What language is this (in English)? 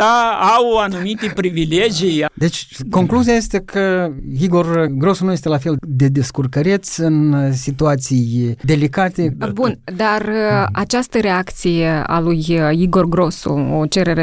Romanian